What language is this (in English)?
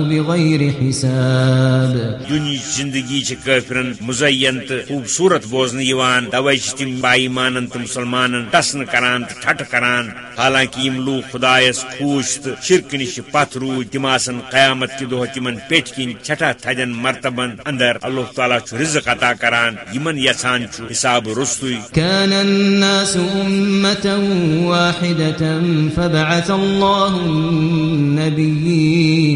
Kashmiri